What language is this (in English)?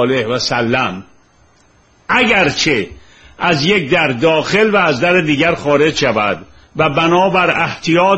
Persian